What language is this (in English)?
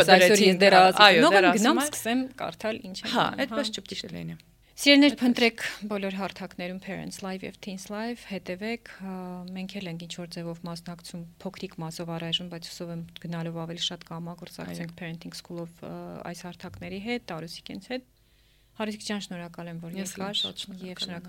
Armenian